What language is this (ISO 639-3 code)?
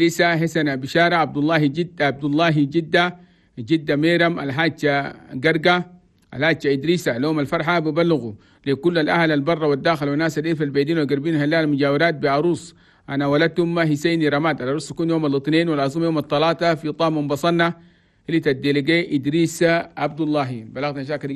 shu